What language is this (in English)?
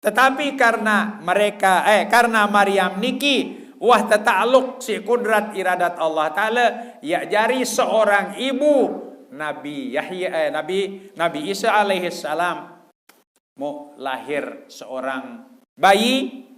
Sasak